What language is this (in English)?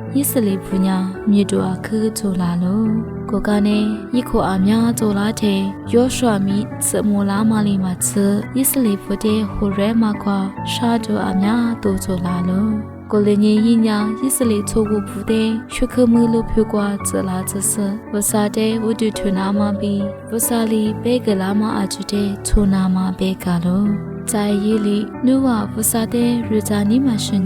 Lisu